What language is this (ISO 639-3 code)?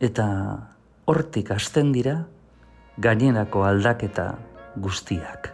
eus